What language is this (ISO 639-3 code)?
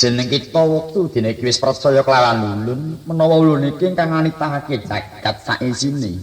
jav